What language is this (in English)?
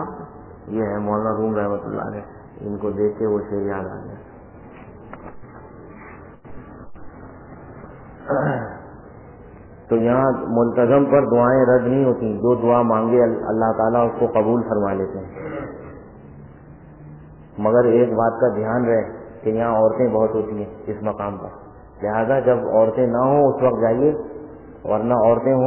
Urdu